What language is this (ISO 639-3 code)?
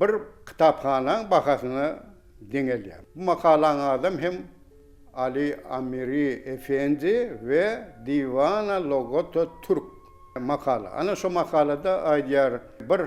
tuk